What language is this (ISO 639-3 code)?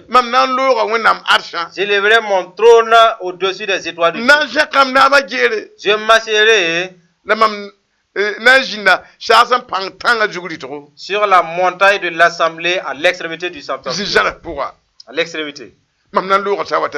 mos